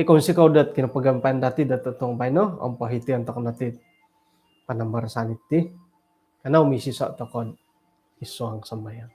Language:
Central Dusun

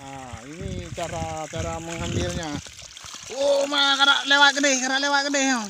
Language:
Achinese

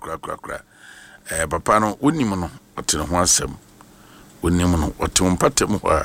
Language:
Akan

